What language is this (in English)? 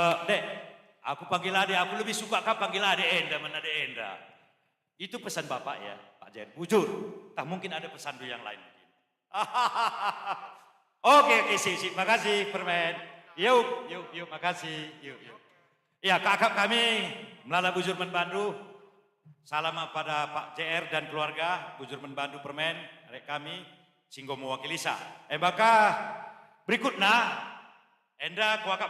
Batak Karo